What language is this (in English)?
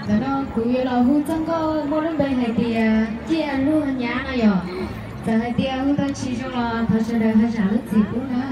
Hmong